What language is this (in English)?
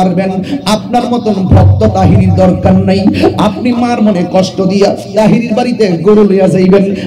Bangla